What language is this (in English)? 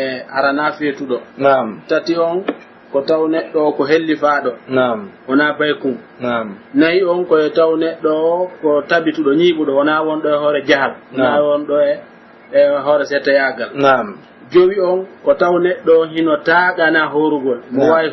Pular